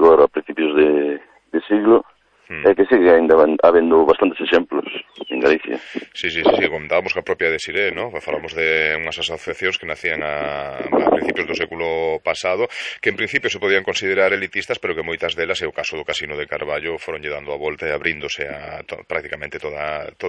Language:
Galician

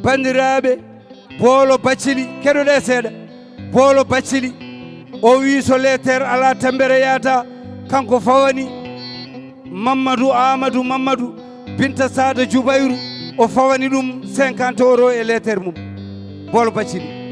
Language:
Fula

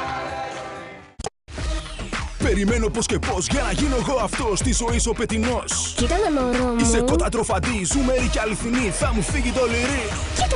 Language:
Greek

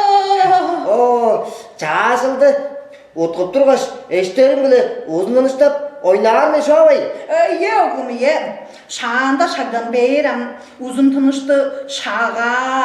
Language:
Tuvinian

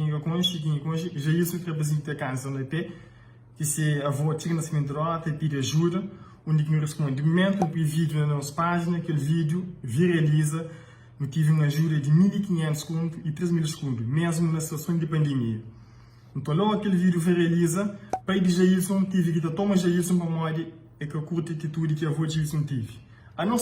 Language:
Kabuverdianu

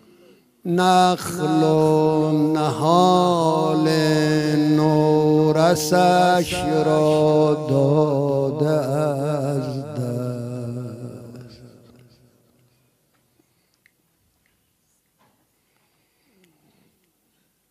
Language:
Persian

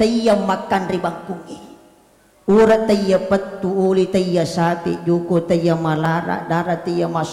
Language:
Buginese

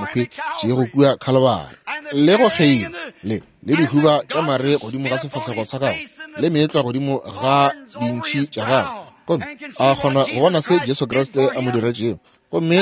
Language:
Northern Sotho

